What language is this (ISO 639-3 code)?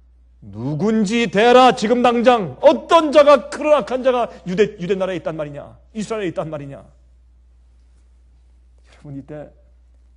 kor